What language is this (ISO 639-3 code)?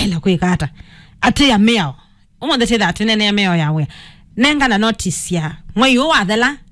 kam